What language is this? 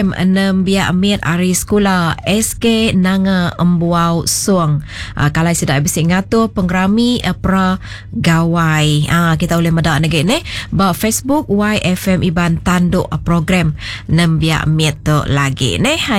Iban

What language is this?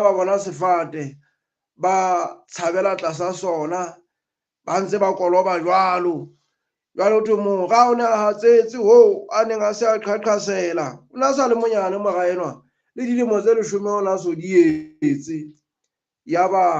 Southern Sotho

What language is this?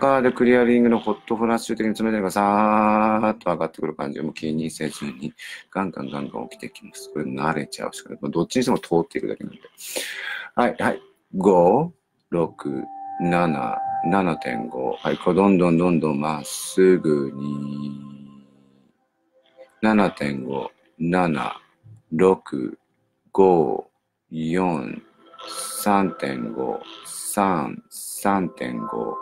Japanese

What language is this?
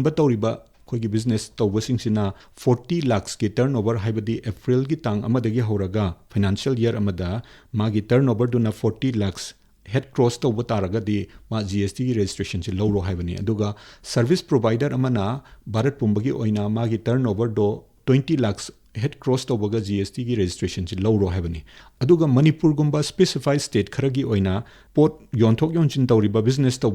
Manipuri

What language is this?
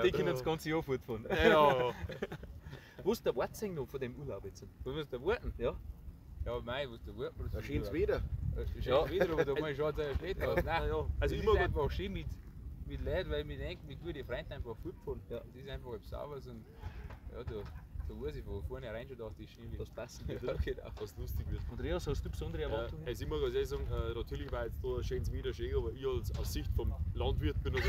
Bavarian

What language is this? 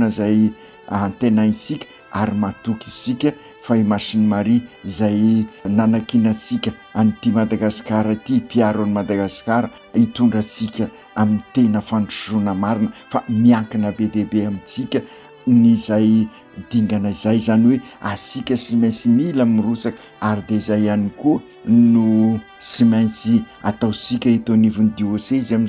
Malagasy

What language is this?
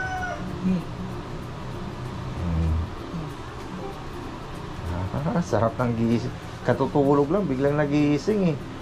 Filipino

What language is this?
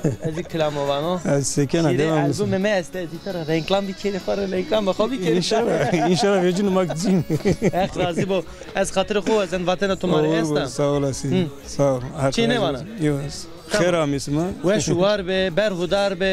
Zaza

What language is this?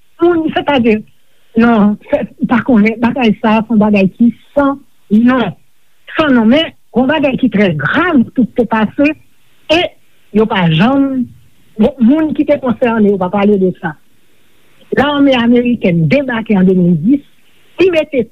Haitian Creole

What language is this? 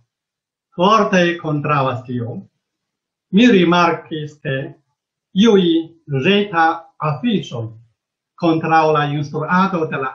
Esperanto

